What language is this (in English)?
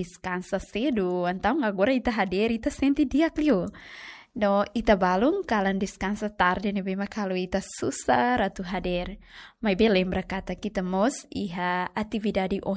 Tetum